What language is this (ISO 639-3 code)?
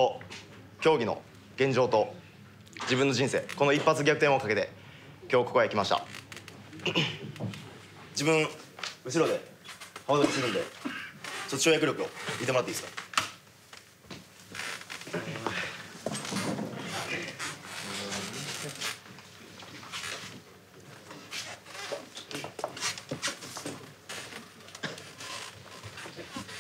jpn